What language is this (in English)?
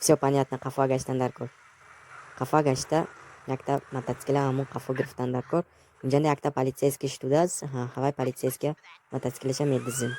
Tajik